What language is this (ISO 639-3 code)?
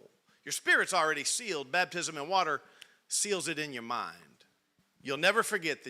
eng